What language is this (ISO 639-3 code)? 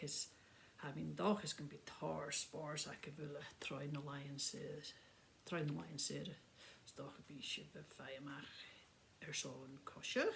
gla